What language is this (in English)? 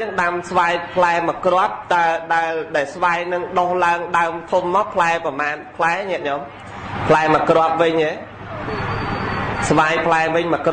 Khmer